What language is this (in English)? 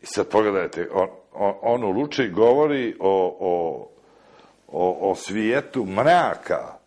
Serbian